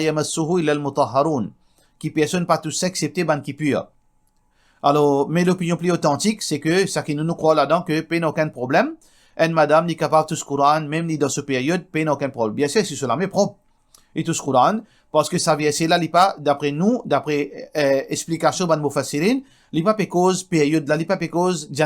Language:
Morisyen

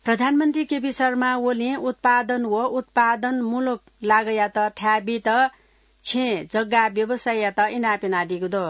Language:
Newari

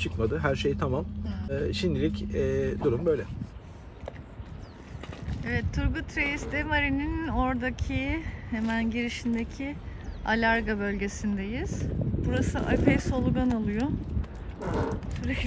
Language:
Turkish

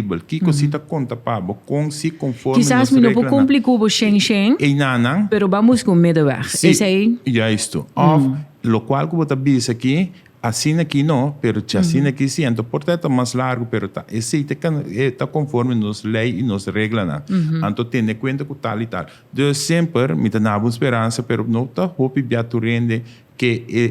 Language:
Papiamento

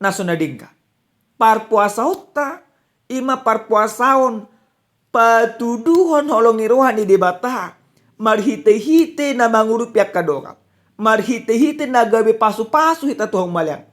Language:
Batak Toba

